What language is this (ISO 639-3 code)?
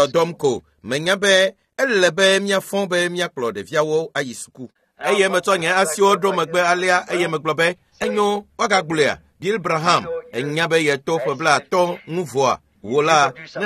ewe